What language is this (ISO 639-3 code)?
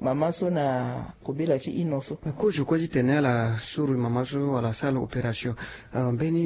sag